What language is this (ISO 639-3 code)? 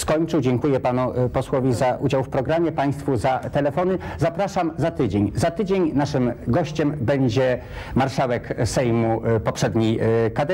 pol